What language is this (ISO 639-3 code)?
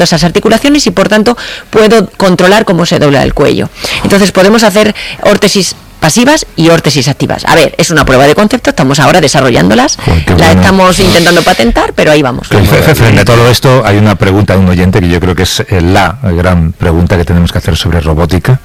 spa